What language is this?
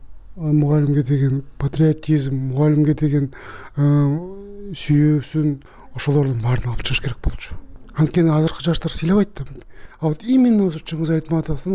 Kyrgyz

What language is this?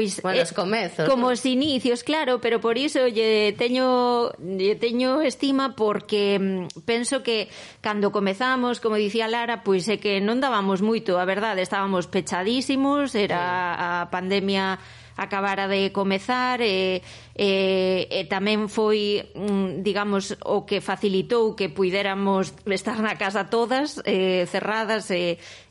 Galician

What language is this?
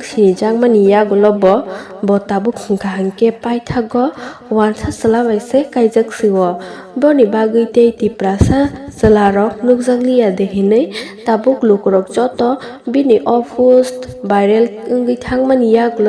Kok Borok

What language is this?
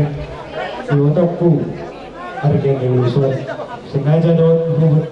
Batak Toba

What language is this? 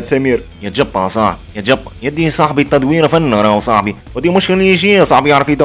Tunisian Arabic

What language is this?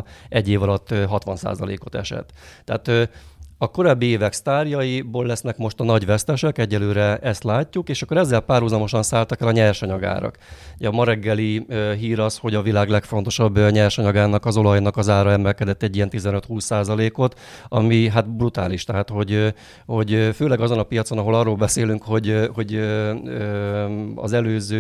Hungarian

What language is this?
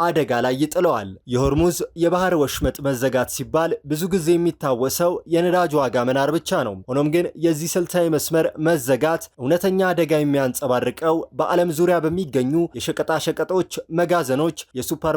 Amharic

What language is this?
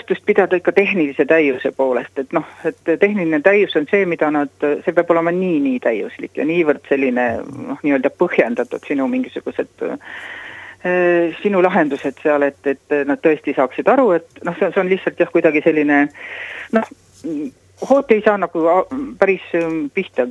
Estonian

